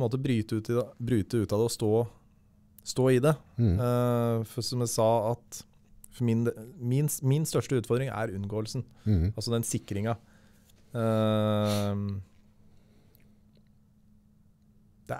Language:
Norwegian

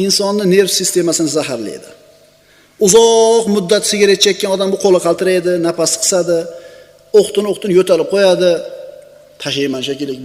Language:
Uzbek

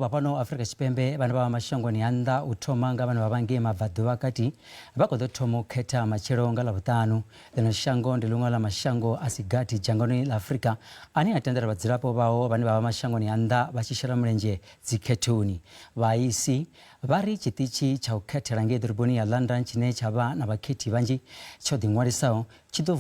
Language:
Venda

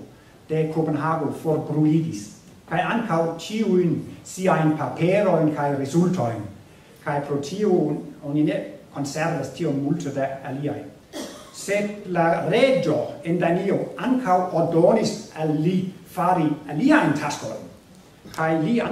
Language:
Esperanto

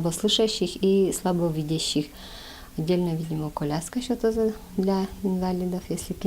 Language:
Udmurt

